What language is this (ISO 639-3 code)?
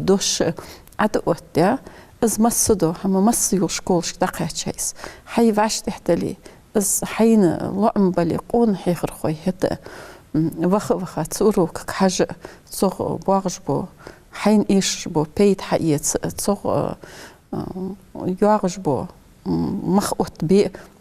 inh